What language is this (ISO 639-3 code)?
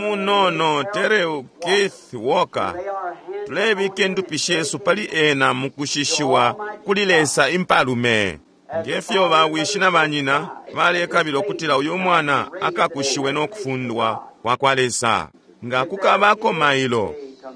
bem